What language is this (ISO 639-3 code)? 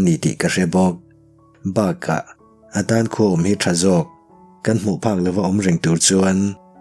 lus